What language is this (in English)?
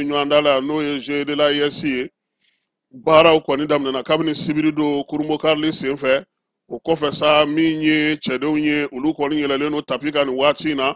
Bambara